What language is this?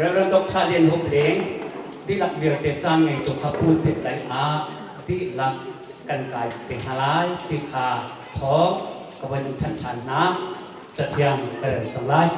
Hakha Chin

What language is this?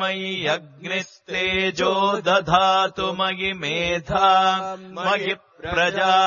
Sanskrit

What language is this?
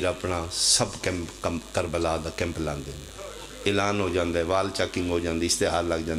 Pahari-Potwari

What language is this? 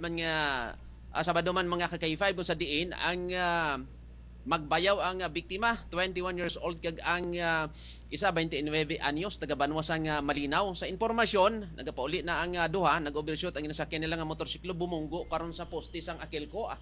Hiligaynon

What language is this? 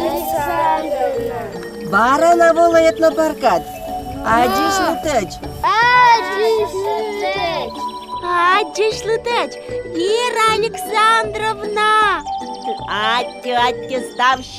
Komi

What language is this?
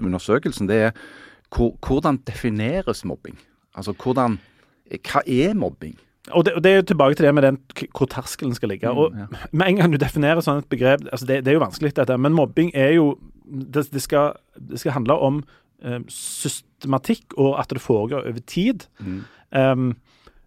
Norwegian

